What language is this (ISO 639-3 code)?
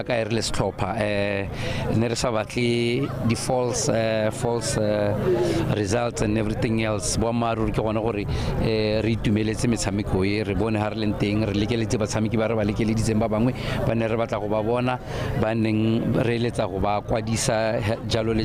tsn